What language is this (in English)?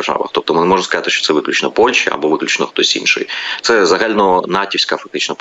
Ukrainian